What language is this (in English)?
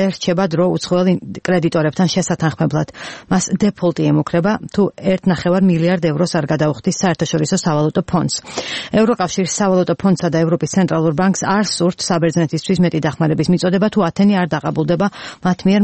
Georgian